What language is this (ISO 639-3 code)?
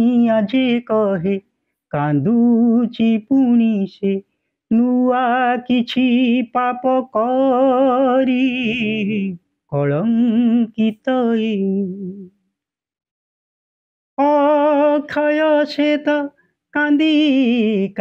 ori